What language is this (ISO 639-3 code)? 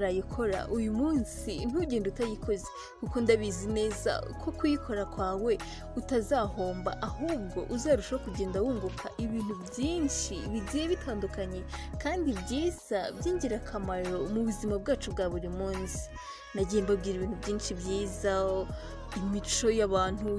kin